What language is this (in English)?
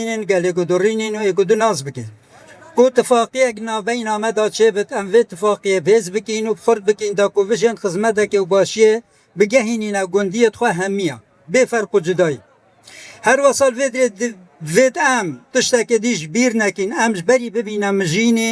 Kurdish